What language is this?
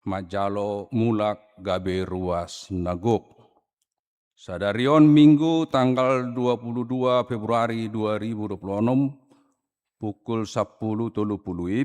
Batak Toba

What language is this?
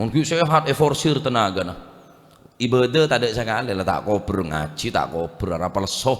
Madurese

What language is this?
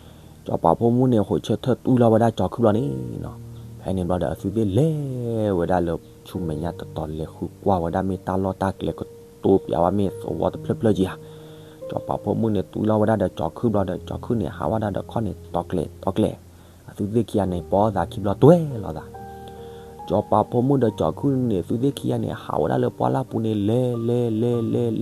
S'gaw Karen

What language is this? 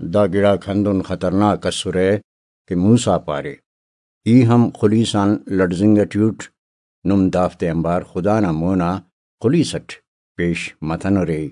Brahui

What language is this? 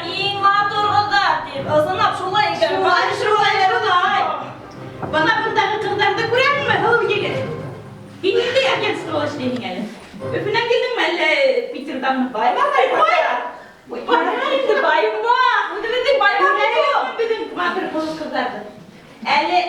Bashkir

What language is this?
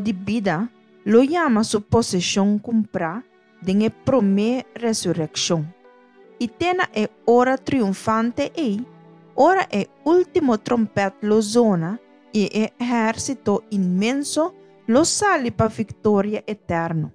Papiamento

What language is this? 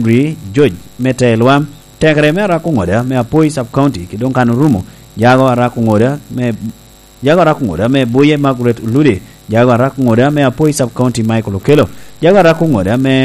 Lango (Uganda)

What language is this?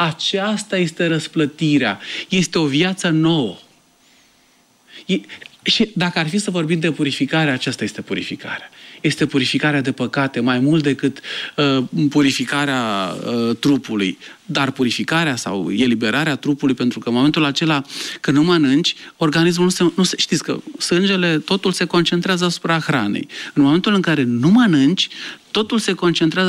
Romanian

